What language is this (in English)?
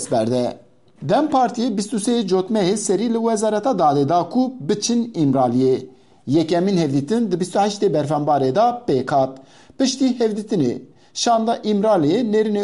Kurdish